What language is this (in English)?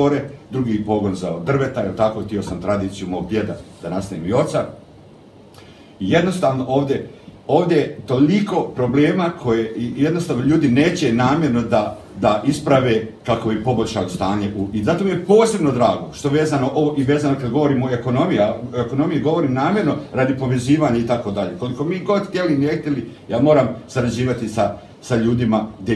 Bosnian